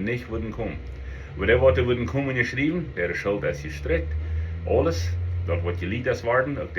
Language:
Plautdietsch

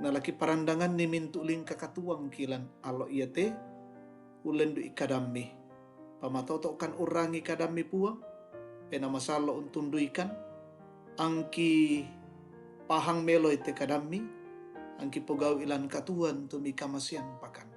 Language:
Toraja-Sa'dan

